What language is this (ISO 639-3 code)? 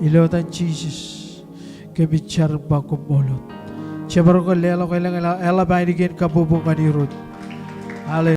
mah